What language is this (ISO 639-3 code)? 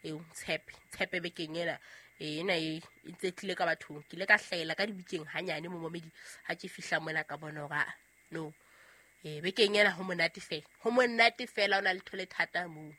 sot